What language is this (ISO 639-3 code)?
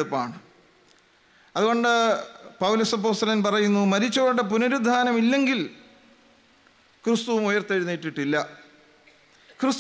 mal